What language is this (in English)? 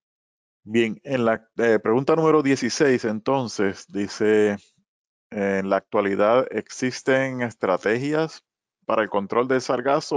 Spanish